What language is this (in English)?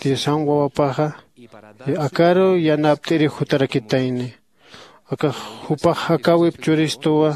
Aymara